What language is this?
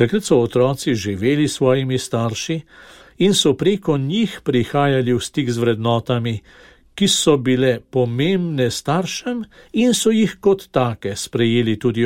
Slovenian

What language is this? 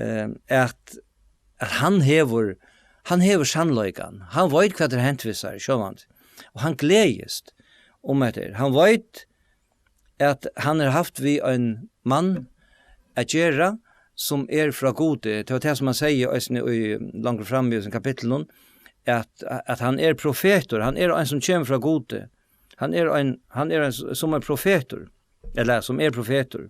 Faroese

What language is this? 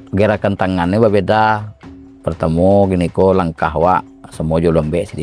Minangkabau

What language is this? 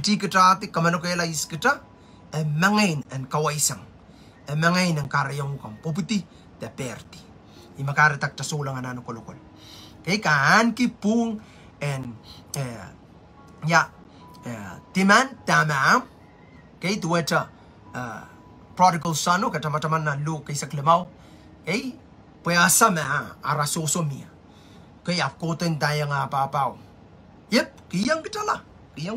Pohnpeian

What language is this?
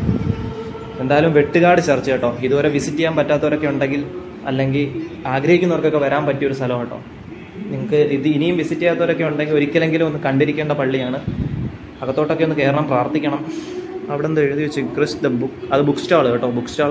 Malayalam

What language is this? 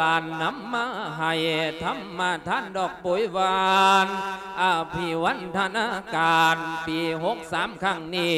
Lao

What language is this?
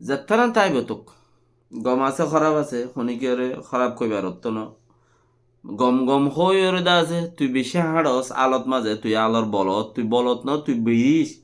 Rohingya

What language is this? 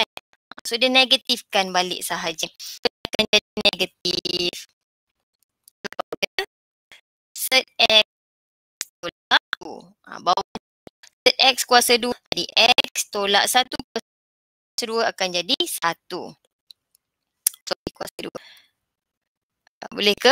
Malay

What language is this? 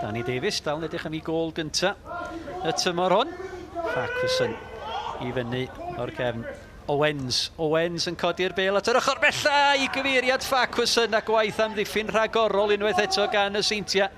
Welsh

